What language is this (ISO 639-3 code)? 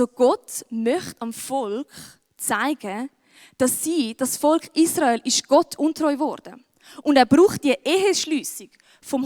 gsw